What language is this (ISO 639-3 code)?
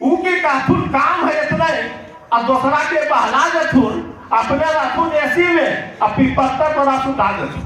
mag